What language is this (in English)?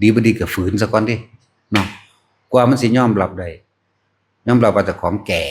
Northeastern Thai